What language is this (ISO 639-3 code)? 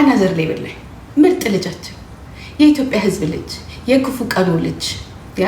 amh